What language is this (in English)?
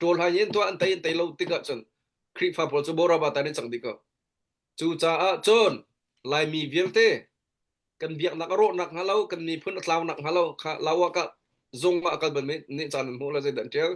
Hakha Chin